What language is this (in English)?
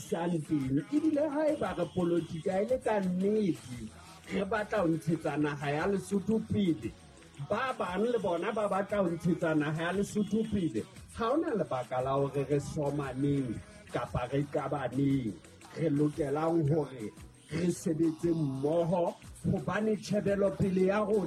Southern Sotho